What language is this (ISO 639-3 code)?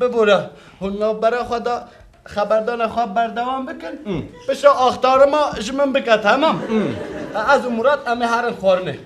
kur